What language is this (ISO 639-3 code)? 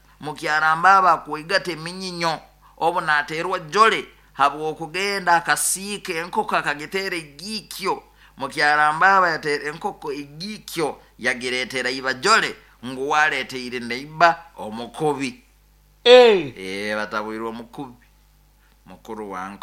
nyo